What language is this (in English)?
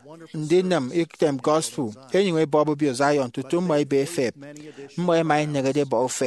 Efik